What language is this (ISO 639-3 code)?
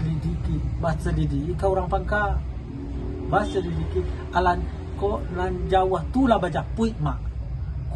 min